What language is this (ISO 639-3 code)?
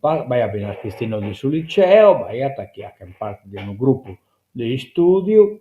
srd